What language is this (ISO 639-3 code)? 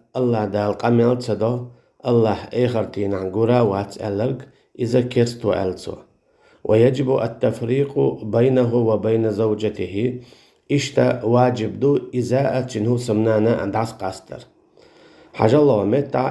che